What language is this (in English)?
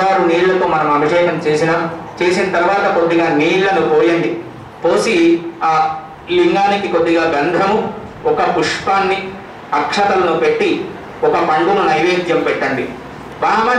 Telugu